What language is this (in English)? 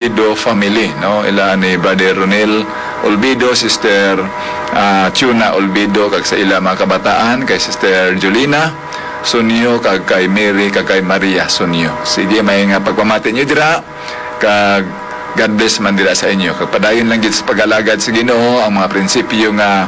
Hiligaynon